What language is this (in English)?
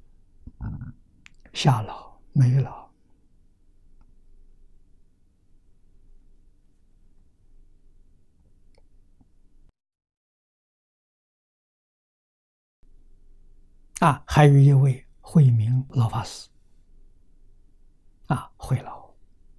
Chinese